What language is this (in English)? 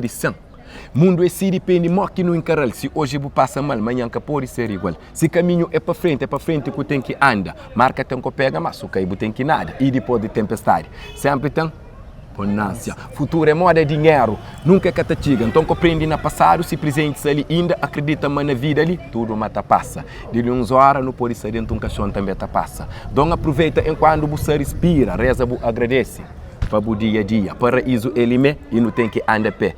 Kabuverdianu